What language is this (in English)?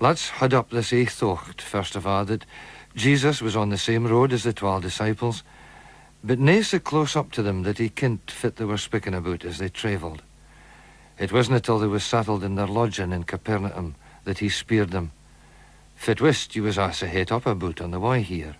Scots